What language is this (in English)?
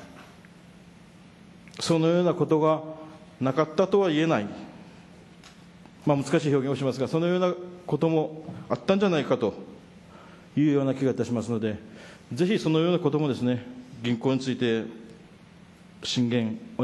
Japanese